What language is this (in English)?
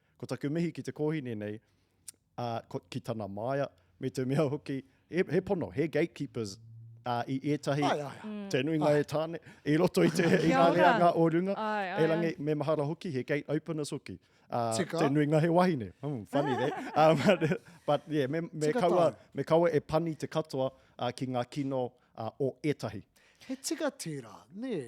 Māori